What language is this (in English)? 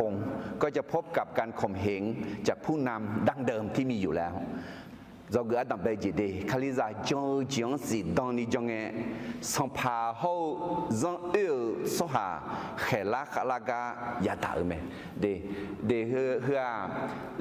Akha